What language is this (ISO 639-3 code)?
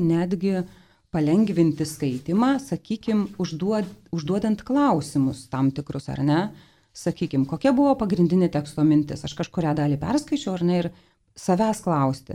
lit